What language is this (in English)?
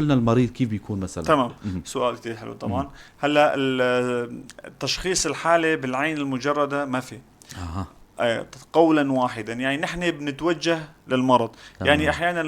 North Levantine Arabic